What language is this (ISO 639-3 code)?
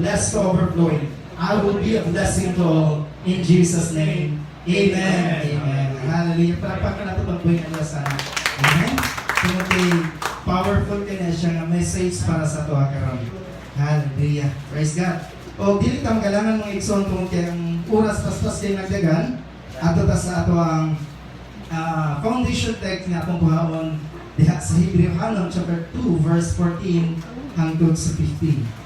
ceb